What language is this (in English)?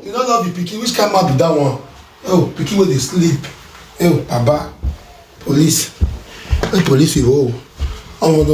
Nigerian Pidgin